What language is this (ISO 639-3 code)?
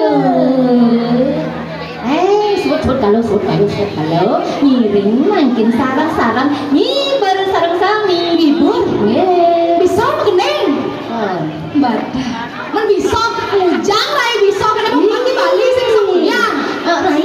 ban